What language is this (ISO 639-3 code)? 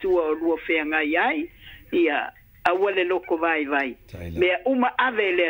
smo